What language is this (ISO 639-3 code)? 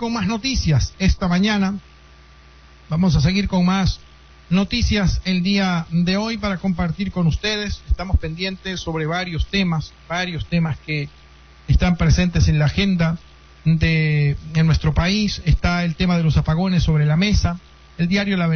spa